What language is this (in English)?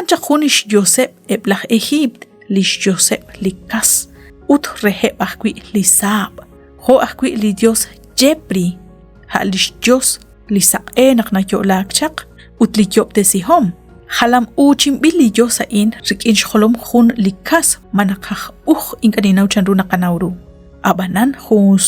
Kekchí